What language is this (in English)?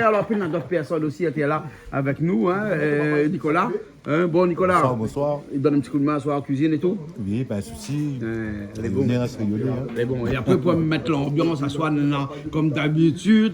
Réunion Creole French